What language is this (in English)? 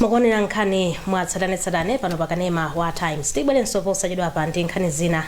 Nyanja